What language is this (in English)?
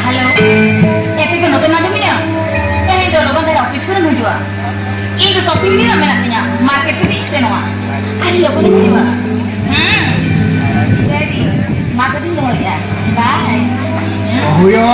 Santali